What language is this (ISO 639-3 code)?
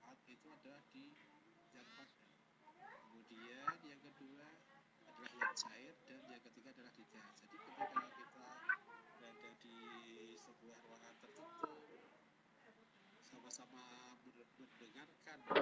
ind